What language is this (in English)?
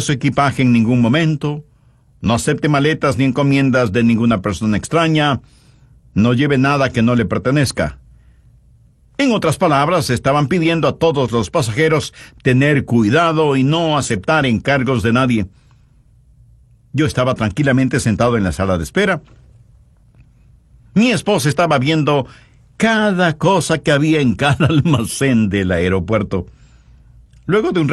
Spanish